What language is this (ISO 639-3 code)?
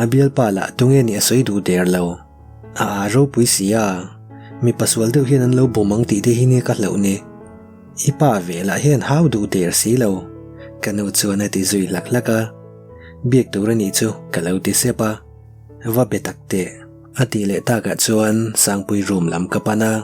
lus